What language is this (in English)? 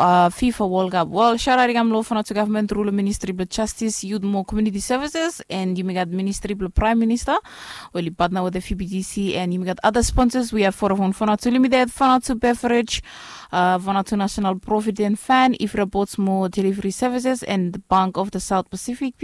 Bislama